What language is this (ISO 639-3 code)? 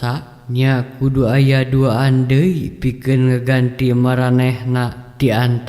sun